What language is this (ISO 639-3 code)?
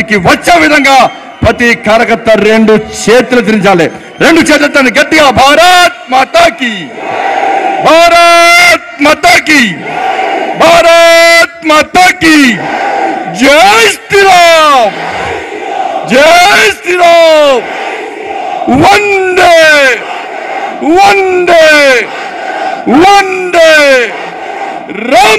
tel